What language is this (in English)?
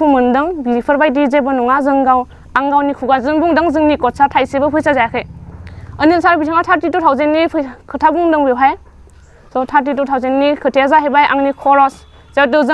Bodo